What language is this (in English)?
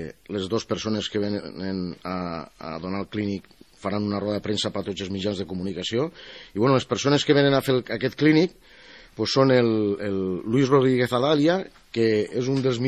Catalan